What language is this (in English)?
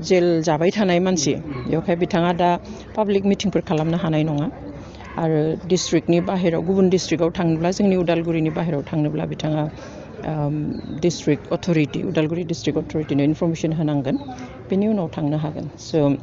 Bodo